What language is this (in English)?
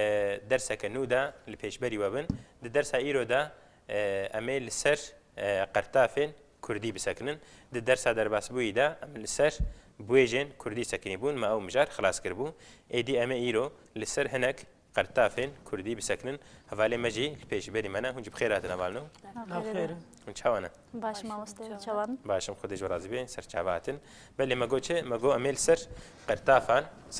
Kurdish